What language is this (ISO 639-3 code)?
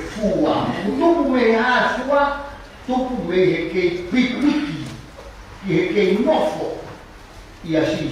ton